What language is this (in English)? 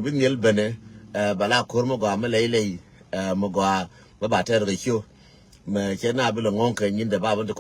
Nuer